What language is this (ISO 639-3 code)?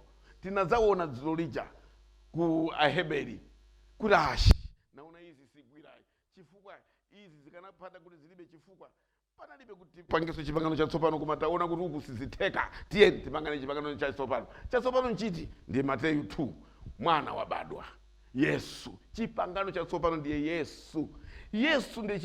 nya